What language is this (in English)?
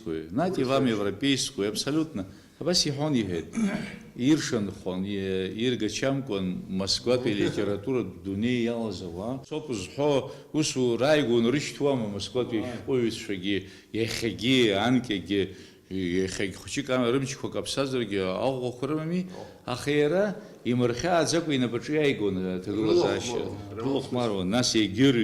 Abkhazian